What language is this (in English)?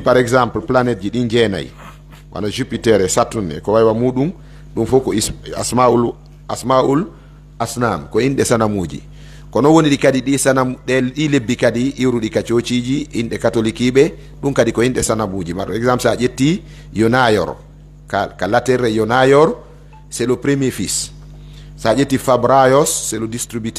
Pular